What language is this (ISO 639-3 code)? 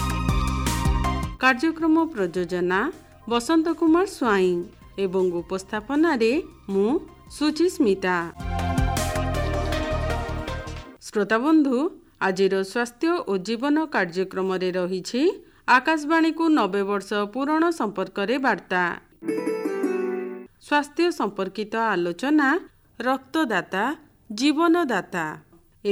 ori